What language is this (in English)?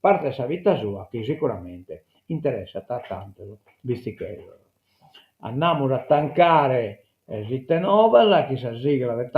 Sardinian